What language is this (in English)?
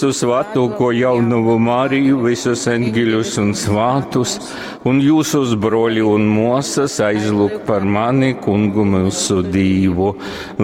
Latgalian